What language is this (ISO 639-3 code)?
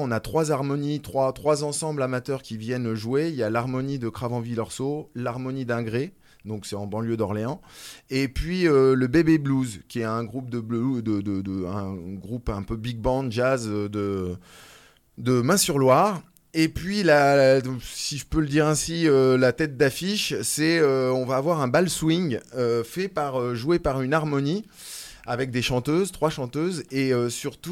fra